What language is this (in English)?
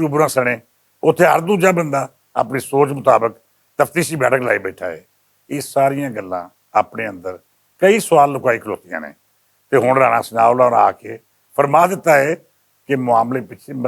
Western Panjabi